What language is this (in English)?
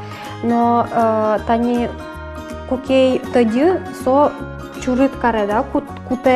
Udmurt